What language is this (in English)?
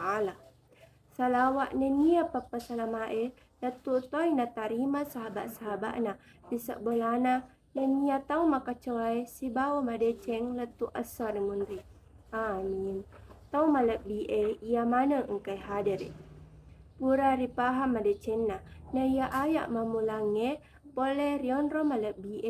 Buginese